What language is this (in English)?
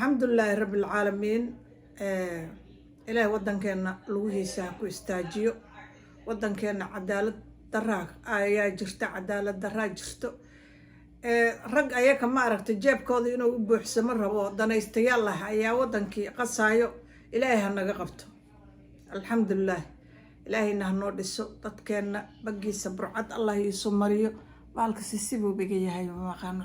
Somali